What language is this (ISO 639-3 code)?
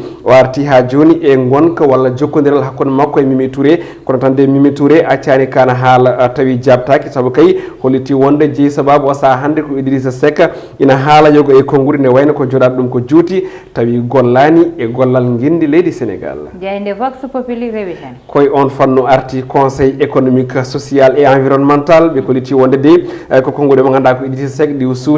ful